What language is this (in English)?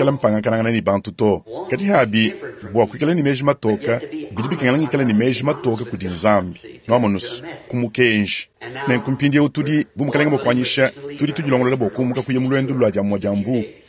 Luba-Lulua